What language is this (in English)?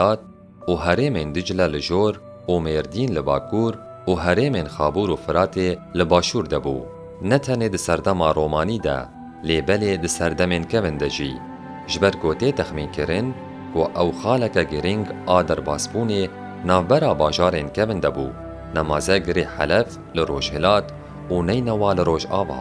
Kurdish